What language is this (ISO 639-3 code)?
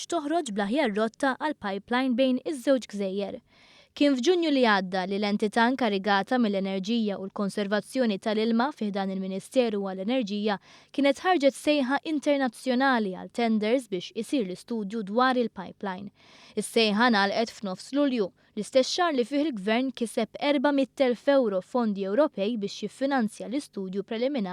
mlt